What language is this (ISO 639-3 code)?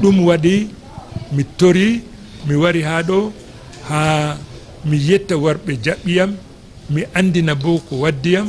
ful